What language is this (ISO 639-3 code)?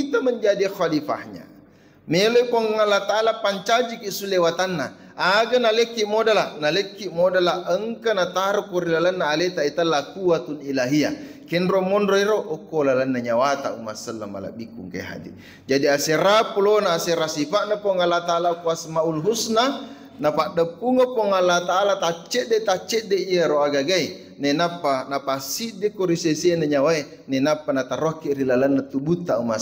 bug